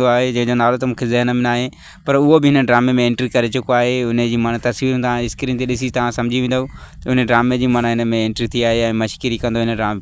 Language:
Sindhi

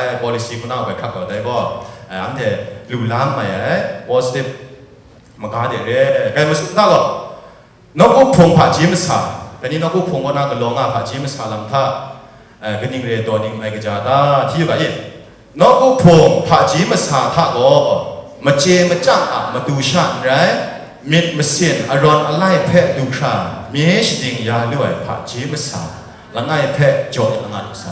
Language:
Kachin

